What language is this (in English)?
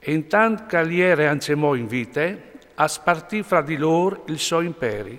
Friulian